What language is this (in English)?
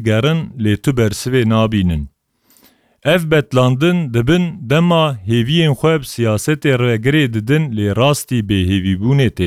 Kurdish